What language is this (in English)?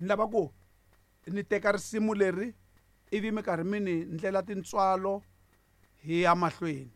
Tsonga